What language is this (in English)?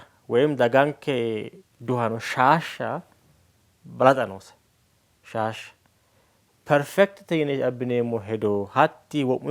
Sidamo